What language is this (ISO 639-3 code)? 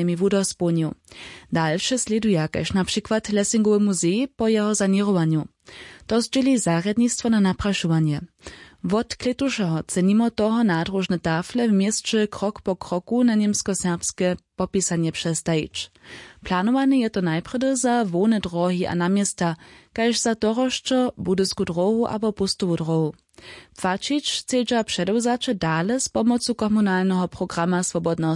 hsb